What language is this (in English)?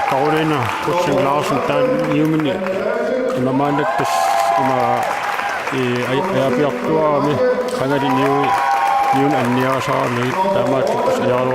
Kalaallisut